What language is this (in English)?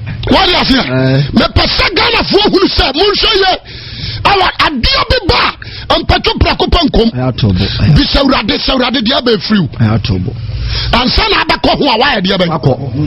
Akan